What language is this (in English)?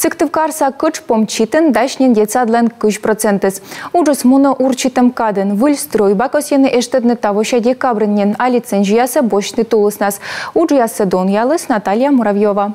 Komi